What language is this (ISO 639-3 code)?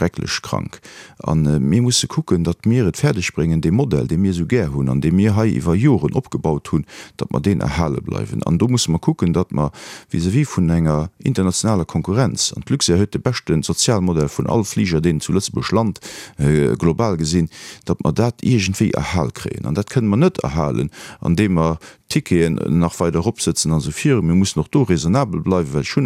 ltz